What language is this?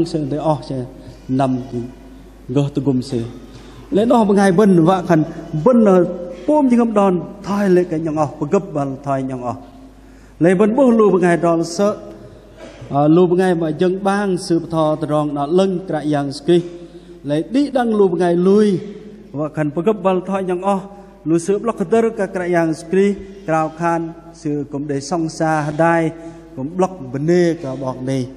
Bahnar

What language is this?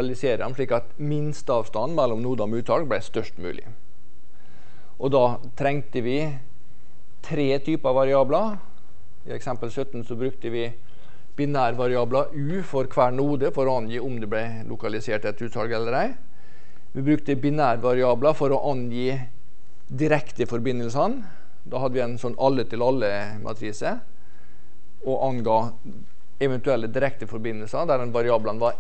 Norwegian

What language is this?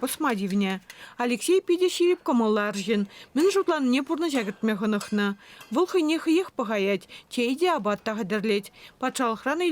Chuvash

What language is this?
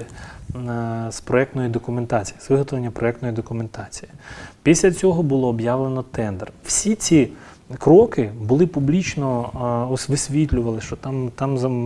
Ukrainian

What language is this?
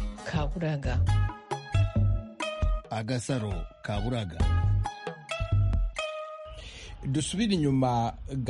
Kinyarwanda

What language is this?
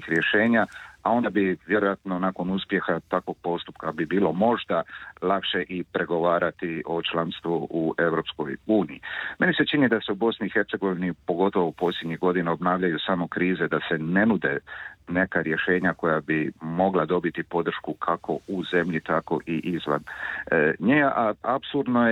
Croatian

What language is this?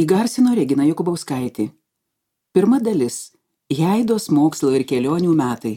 Lithuanian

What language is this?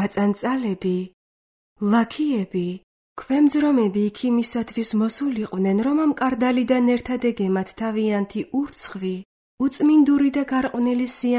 Georgian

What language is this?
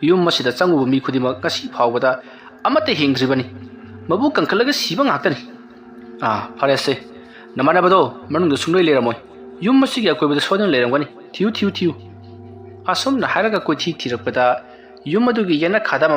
Manipuri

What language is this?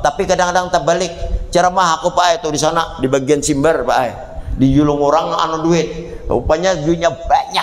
Banjar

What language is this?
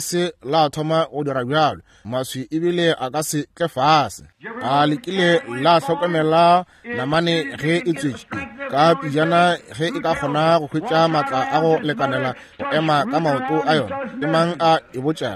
Northern Sotho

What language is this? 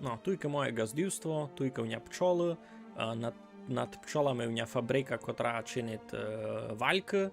Rusyn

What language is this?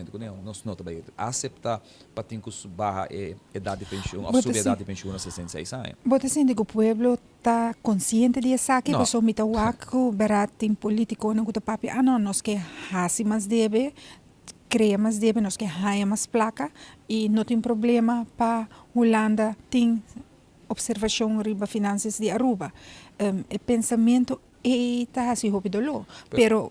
Papiamento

